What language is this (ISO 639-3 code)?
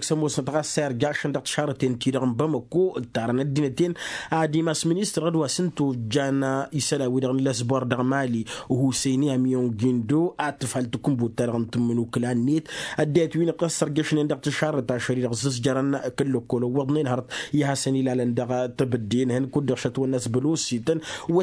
taq